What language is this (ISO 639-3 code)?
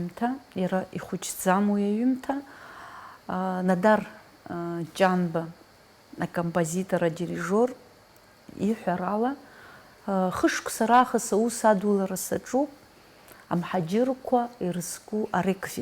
abk